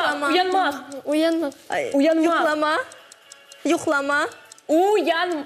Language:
Crimean Tatar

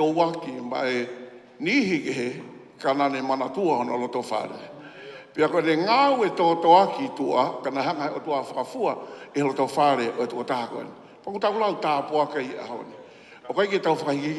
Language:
Tongan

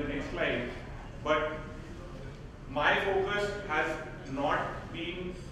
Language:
English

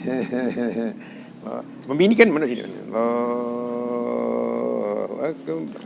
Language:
Sasak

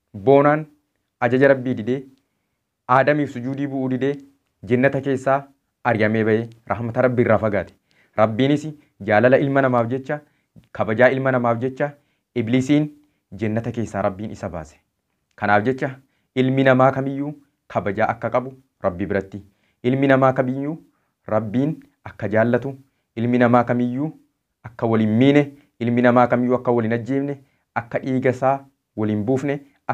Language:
Oromo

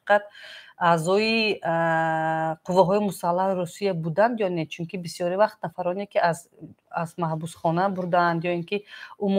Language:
Tajik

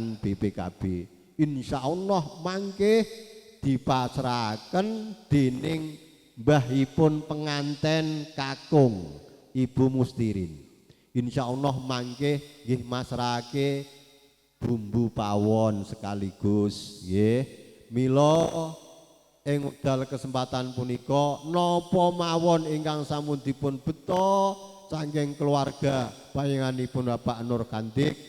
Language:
Javanese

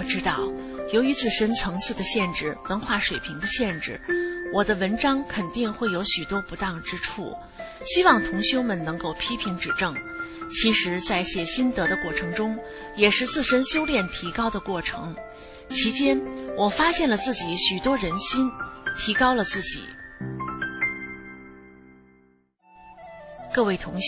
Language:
Chinese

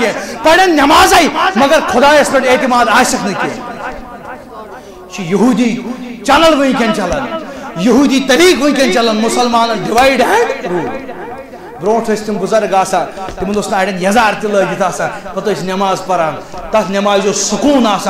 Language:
Kashmiri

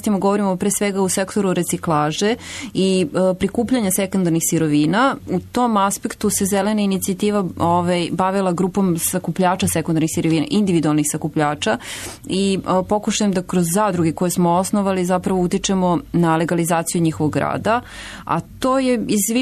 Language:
Serbian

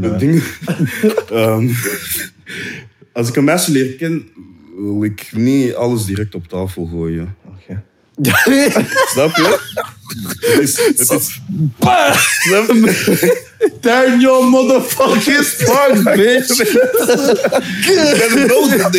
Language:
Dutch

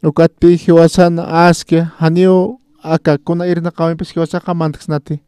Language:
Aymara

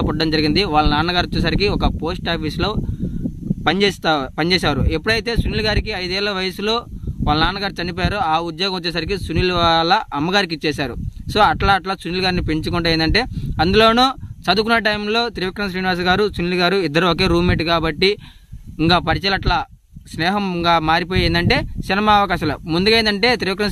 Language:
Telugu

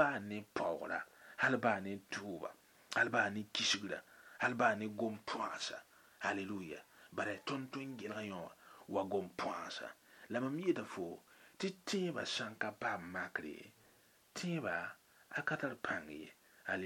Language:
Mossi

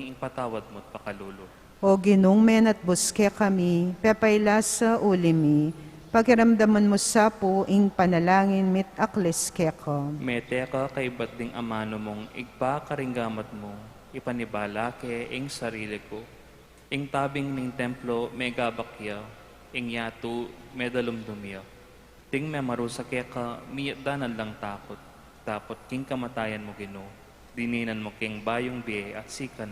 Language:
Pampanga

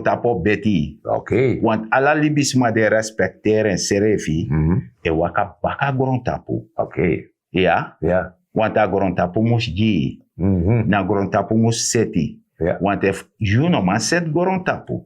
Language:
Sranan Tongo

